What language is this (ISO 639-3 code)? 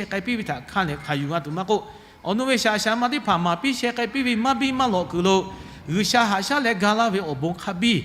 lhu